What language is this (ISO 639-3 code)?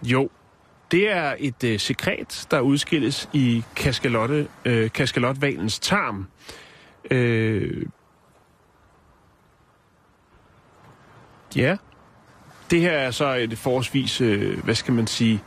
dan